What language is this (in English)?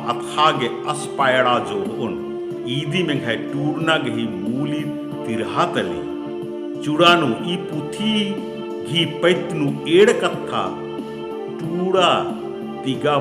Kurukh